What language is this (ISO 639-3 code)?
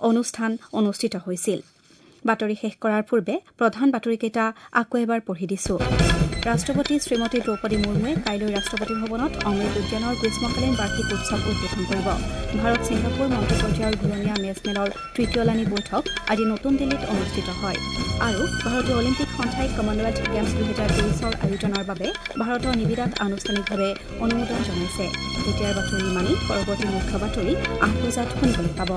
asm